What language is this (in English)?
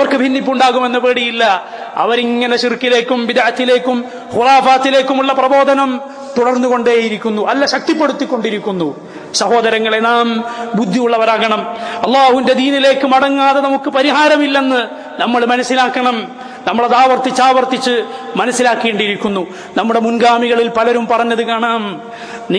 Malayalam